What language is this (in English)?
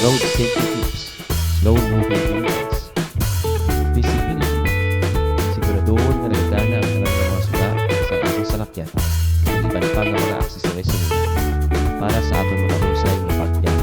Hiligaynon